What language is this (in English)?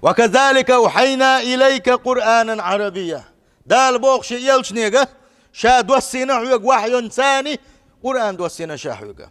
Chechen